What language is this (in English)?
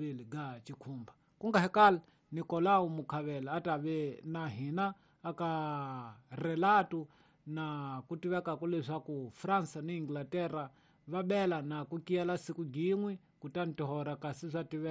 Tsonga